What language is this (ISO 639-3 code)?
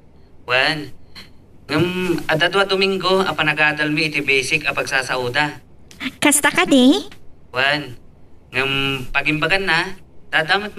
ilo